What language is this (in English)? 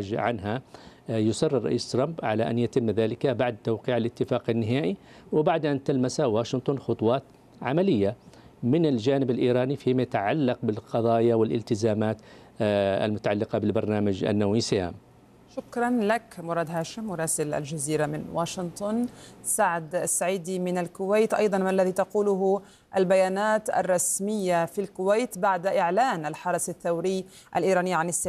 Arabic